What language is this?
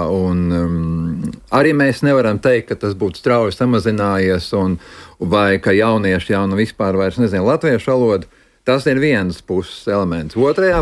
Latvian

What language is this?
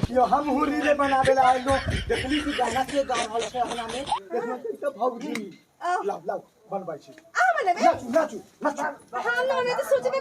Maithili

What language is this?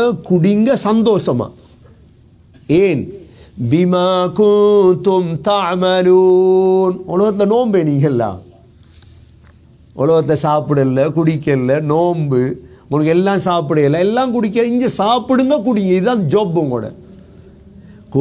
Tamil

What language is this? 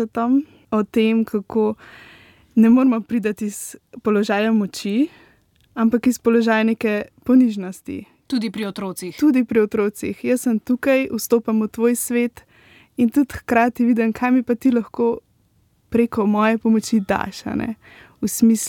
Slovenian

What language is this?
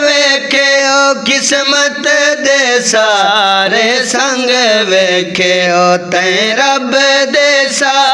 Saraiki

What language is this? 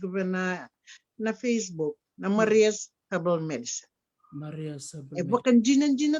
Fijian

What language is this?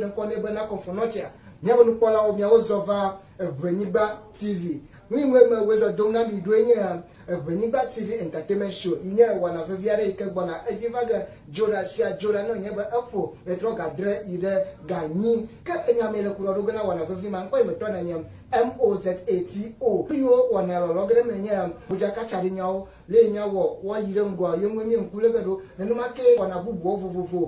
Ewe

